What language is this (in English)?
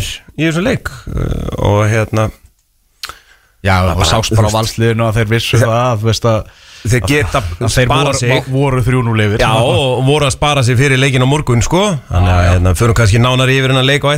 Icelandic